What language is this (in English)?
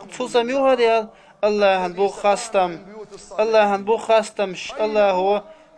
Chechen